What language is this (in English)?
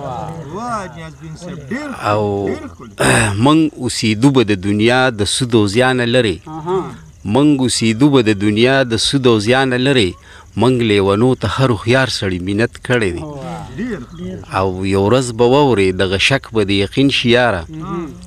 Pashto